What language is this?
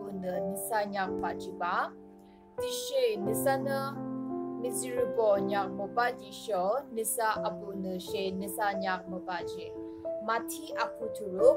Yimchungru Naga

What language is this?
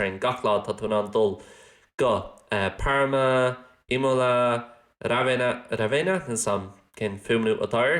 Irish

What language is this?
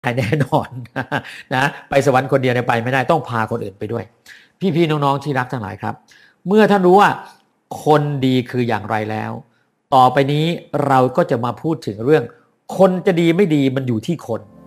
Thai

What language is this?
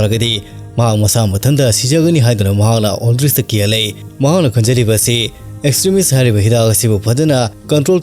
Manipuri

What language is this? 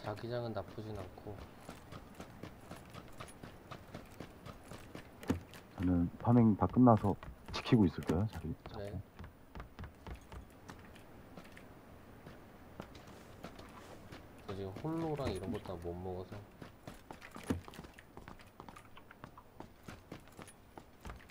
Korean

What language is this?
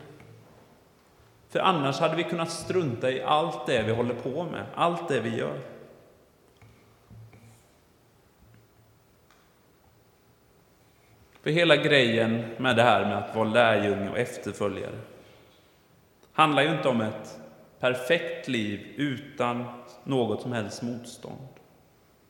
Swedish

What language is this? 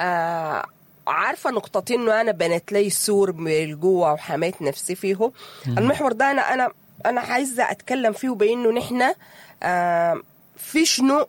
Sudanese Arabic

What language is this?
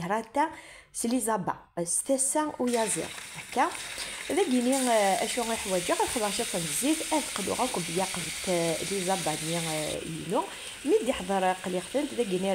Kabyle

